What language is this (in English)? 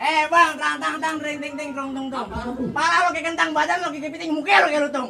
Betawi